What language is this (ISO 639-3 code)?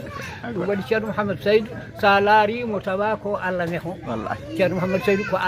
ful